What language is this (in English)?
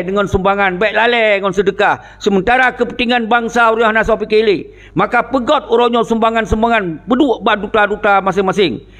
Achinese